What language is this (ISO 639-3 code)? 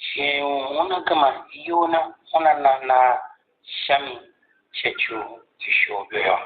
tiv